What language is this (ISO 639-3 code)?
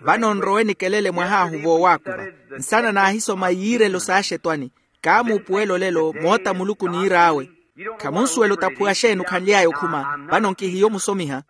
vmw